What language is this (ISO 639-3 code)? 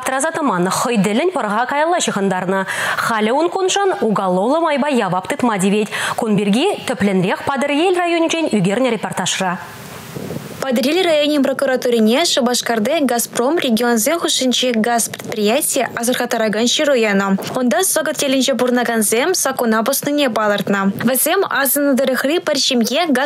chv